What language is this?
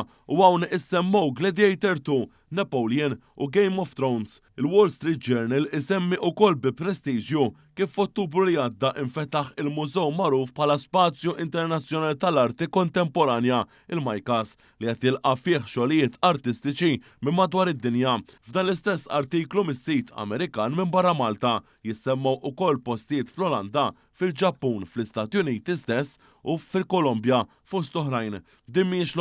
Maltese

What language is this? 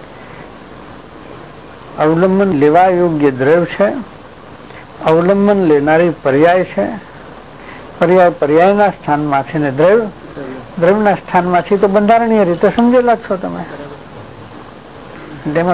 Gujarati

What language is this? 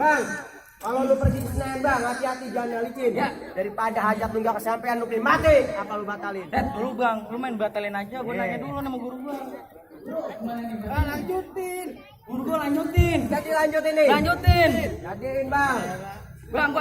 Betawi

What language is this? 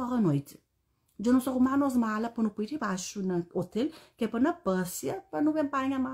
Kabuverdianu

